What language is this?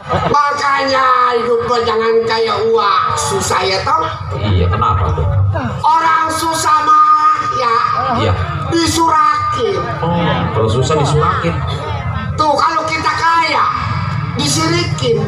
Betawi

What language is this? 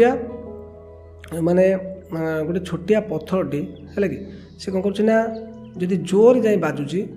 Odia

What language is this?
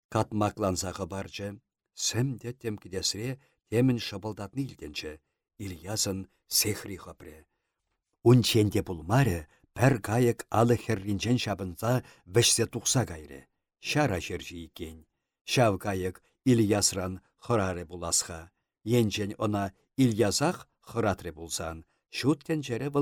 Chuvash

